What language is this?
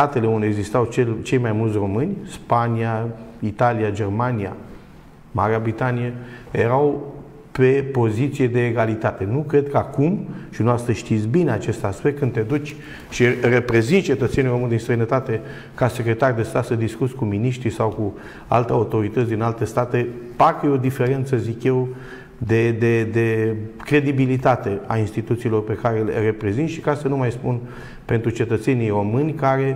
Romanian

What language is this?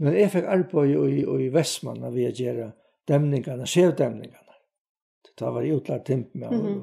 Faroese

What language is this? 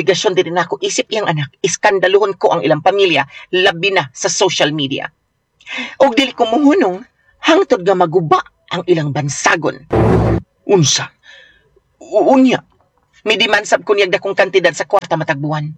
Cebuano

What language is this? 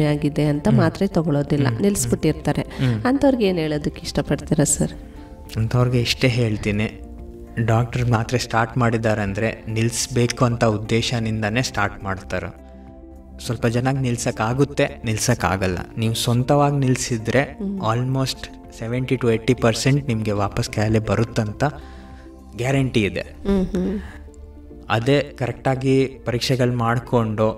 Kannada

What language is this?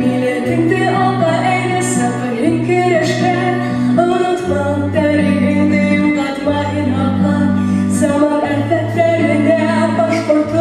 Bashkir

